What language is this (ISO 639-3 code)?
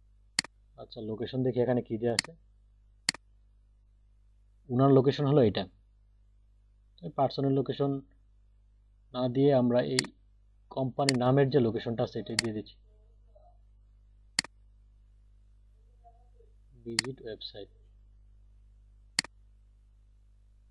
ben